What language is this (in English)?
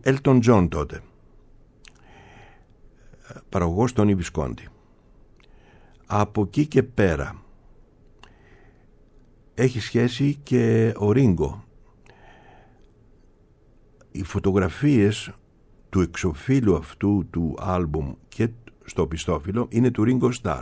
Greek